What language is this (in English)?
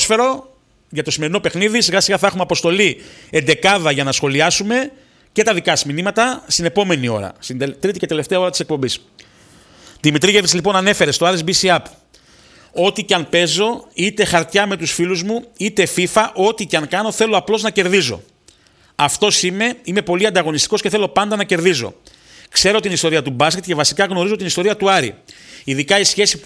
Greek